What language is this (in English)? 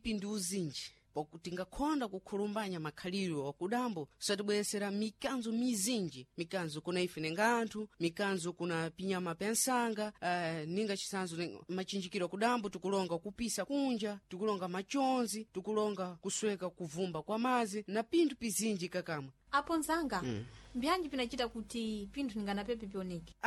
Sena